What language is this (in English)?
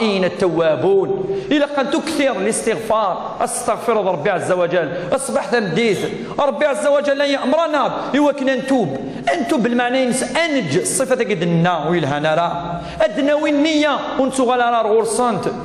Kabyle